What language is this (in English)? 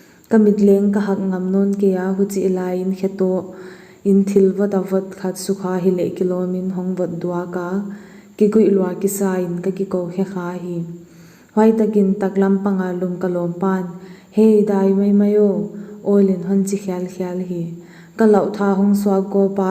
Paite Chin